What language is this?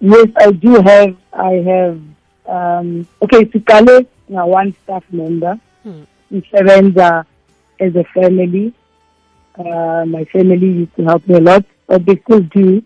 South Ndebele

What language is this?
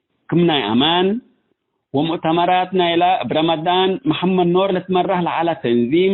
Tigre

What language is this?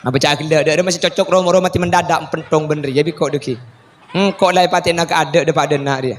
Madurese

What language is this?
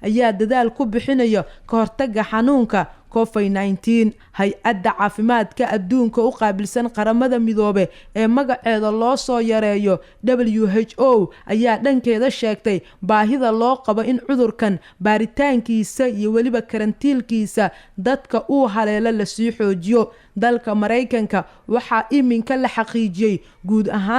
Somali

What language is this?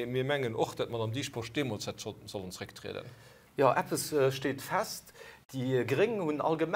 Luxembourgish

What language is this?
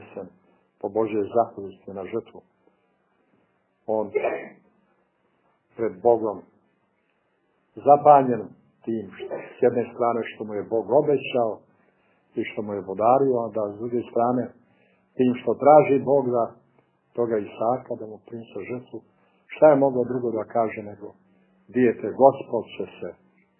Serbian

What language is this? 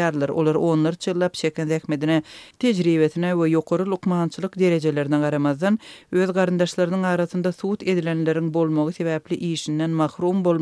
Turkmen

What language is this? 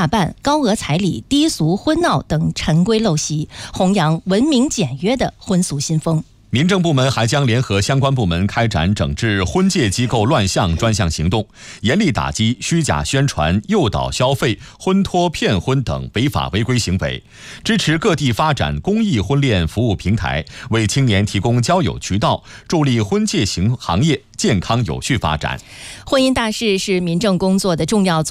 Chinese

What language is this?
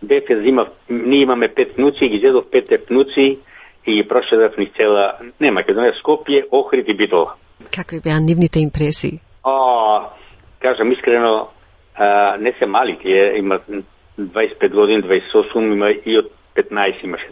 Macedonian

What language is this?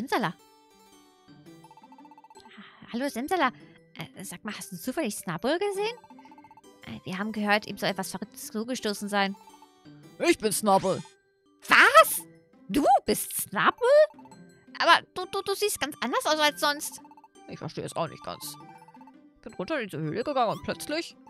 German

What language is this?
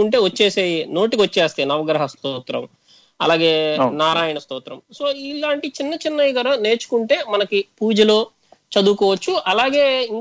Telugu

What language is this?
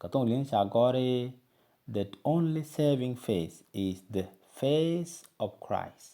Nuer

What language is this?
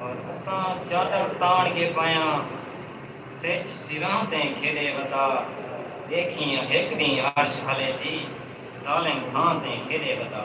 Saraiki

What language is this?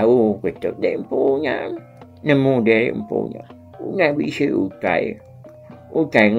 Iban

